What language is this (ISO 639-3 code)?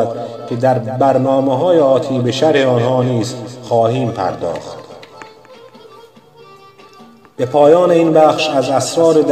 fas